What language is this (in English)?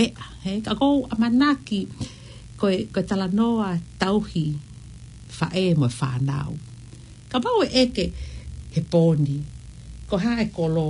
Tongan